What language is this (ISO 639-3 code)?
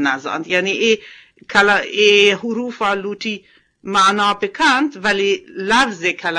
bgp